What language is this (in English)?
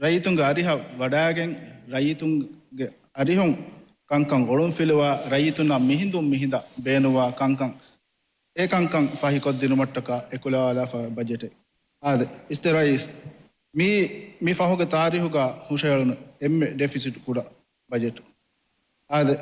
Divehi